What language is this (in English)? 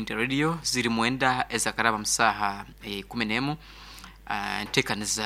Nyoro